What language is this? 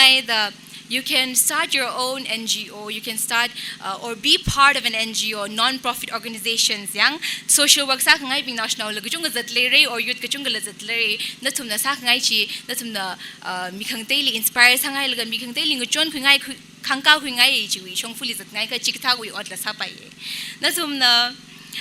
Tangkhul Naga (India)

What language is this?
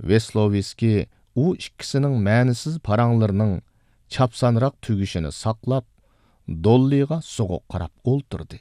Uyghur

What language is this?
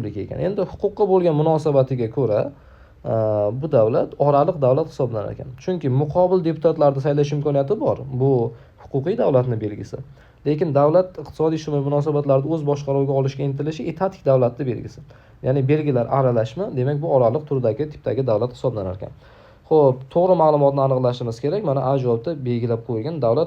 Uzbek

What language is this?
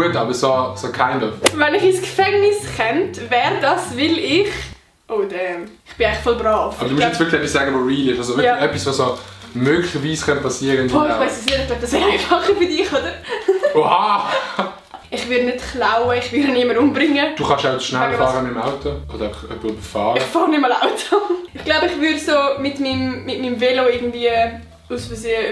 Swiss German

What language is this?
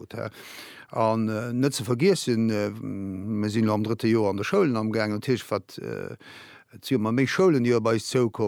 Luxembourgish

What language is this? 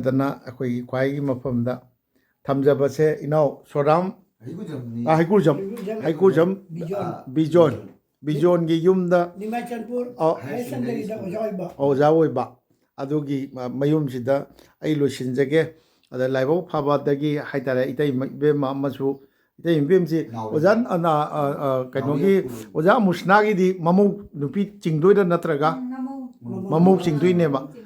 Manipuri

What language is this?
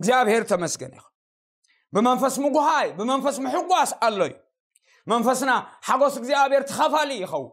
Tigrinya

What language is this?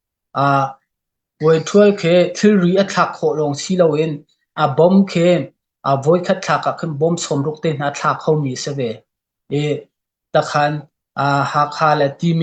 Hakha Chin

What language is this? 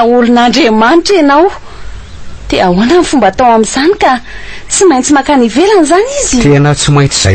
Malagasy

